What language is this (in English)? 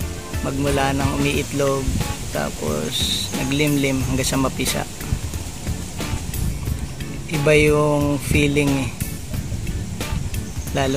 Filipino